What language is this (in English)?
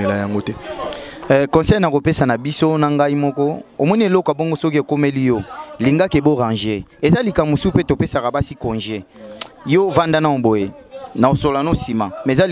Lingala